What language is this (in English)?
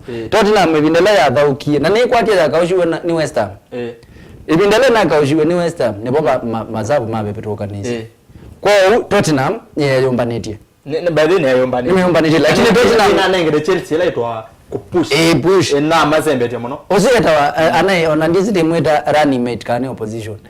Kamba